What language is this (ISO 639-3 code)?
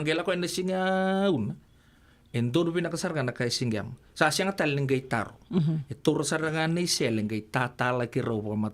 fij